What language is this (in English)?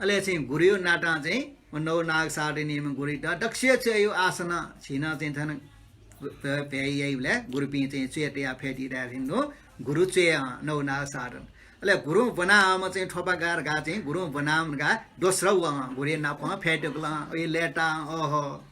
Newari